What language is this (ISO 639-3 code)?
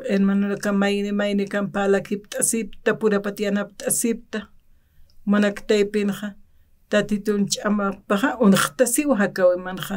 aym